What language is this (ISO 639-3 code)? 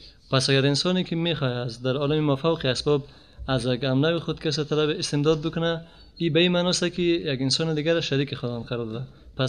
fas